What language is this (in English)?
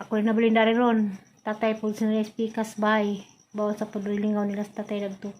Cebuano